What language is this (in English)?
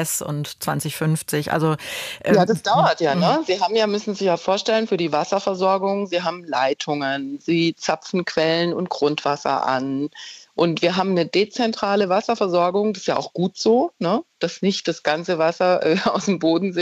German